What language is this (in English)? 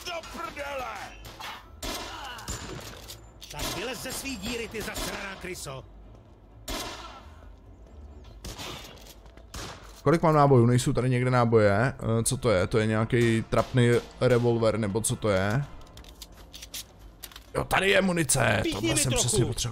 Czech